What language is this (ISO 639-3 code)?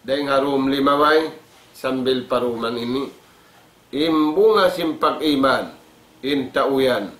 tsg